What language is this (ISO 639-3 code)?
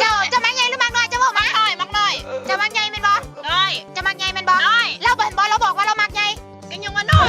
tts